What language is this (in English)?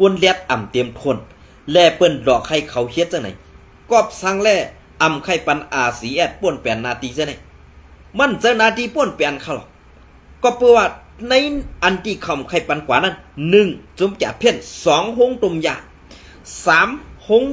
Shan